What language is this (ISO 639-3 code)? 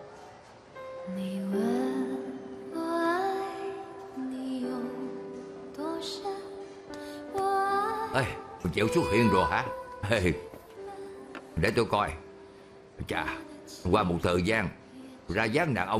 vie